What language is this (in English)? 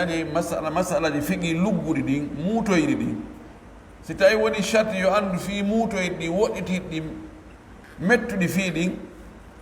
Pular